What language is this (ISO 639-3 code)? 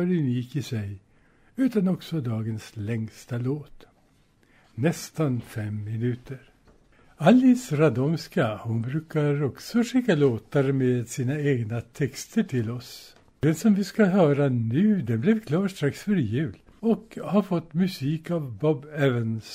swe